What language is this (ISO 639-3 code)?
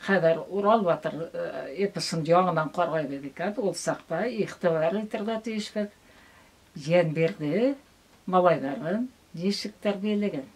bak